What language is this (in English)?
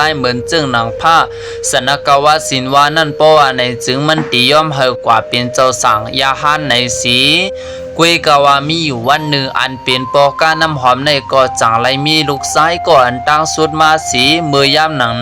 Shan